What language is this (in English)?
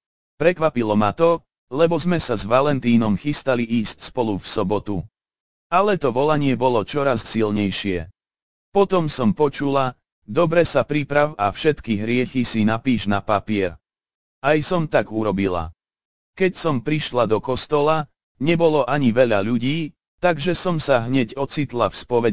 Slovak